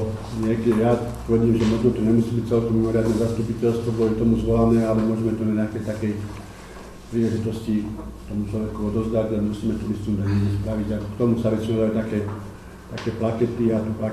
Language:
Slovak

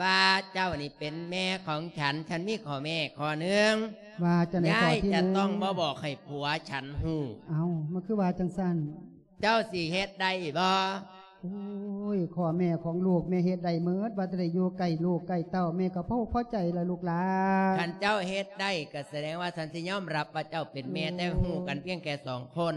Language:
Lao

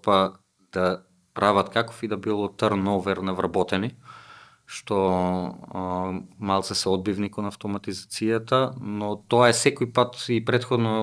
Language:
Macedonian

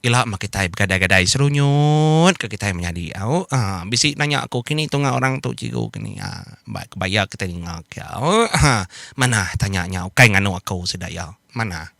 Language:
Iban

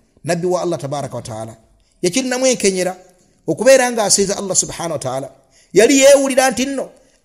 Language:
Ganda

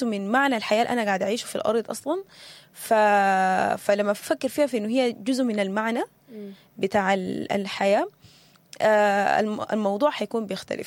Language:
Sudanese Arabic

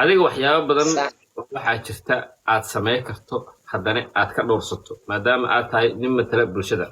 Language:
Somali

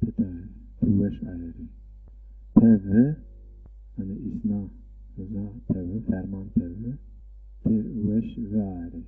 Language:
Zaza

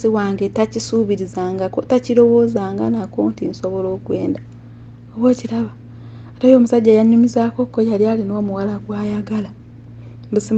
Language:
Ganda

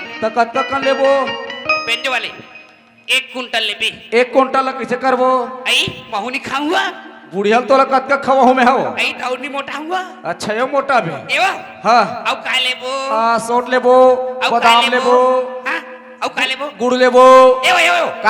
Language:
Chhattisgarhi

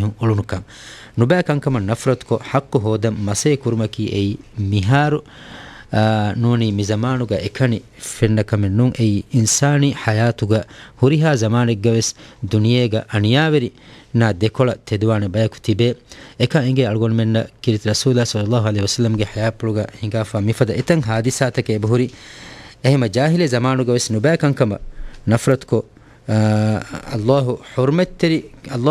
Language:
Divehi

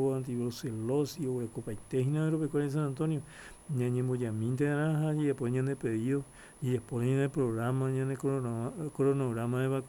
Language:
Guarani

